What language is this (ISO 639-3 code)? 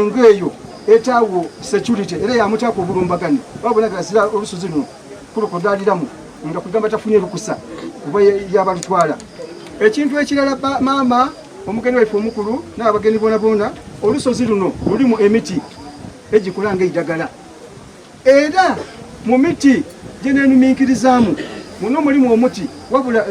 xog